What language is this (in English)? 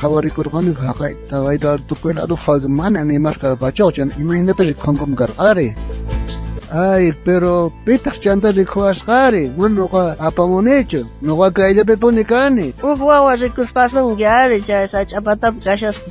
South Bolivian Quechua